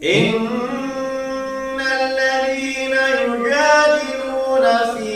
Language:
Maranao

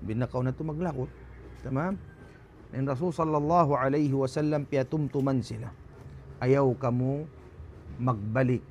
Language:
Tausug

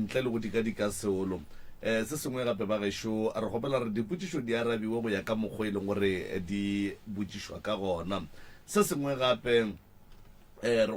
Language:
Northern Sotho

